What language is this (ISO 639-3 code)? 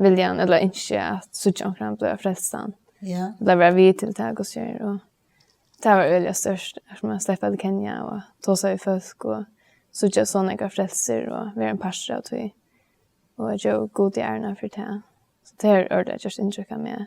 fao